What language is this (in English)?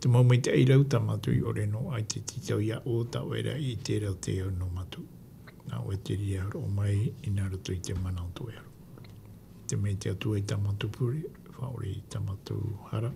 Tahitian